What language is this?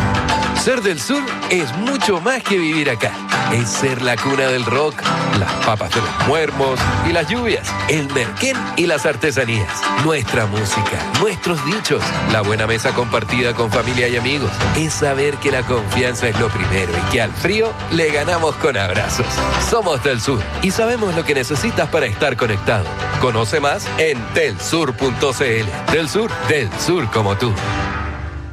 Spanish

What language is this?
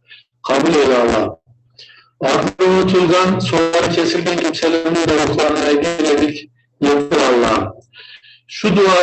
Crimean Tatar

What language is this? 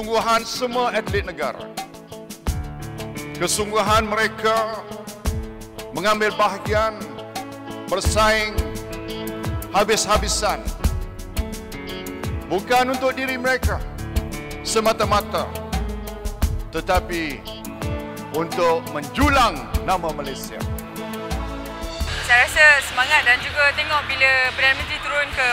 Malay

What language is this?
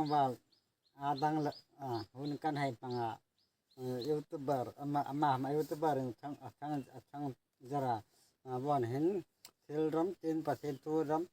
Hmar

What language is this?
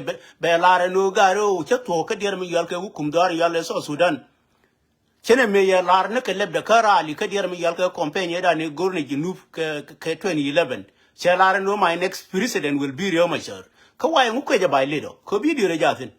Nuer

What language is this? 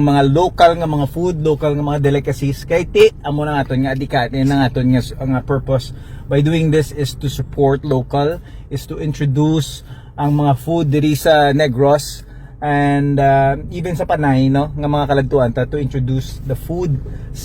Hiligaynon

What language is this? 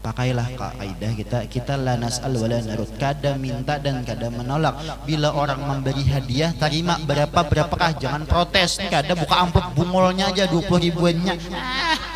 Banjar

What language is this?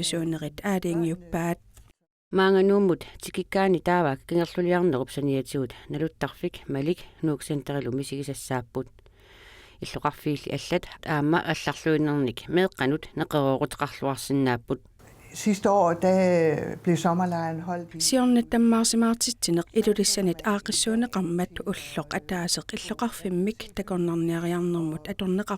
Kalaallisut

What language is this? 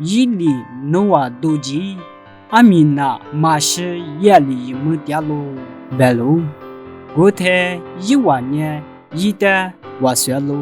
Lisu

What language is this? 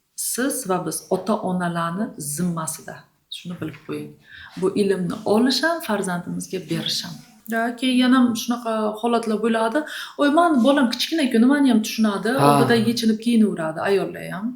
Uzbek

